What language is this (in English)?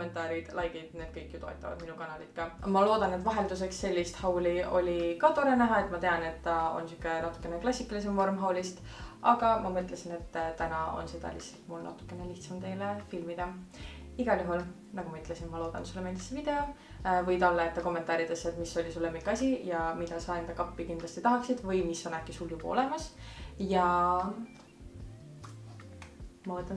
Estonian